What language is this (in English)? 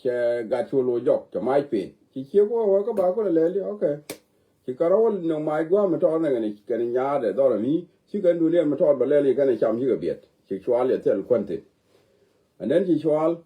Nuer